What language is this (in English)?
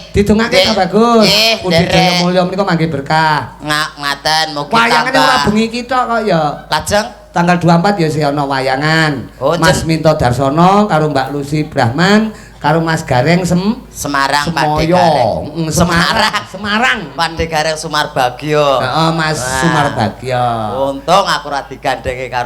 Javanese